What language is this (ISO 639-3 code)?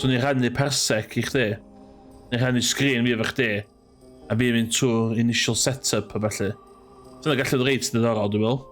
cym